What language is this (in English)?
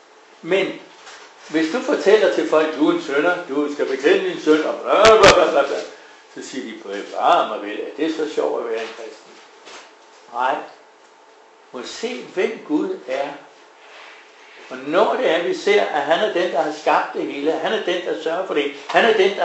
Danish